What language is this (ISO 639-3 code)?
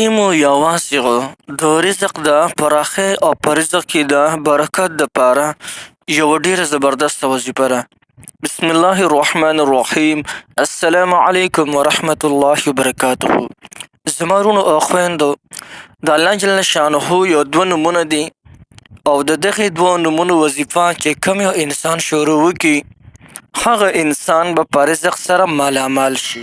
pus